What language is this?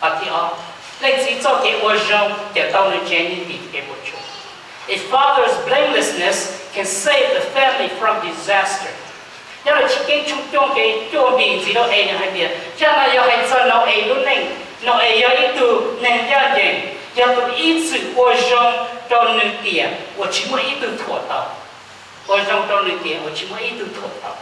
Hmong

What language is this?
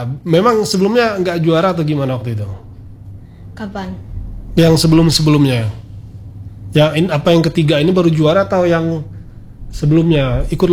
Indonesian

